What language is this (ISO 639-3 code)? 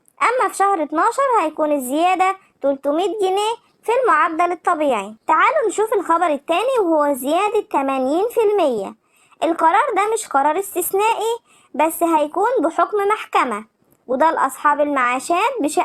arz